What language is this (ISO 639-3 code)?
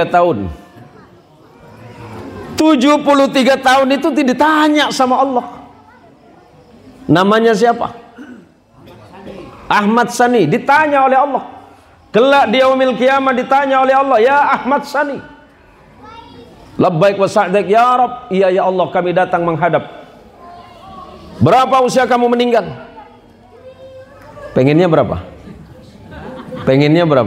ind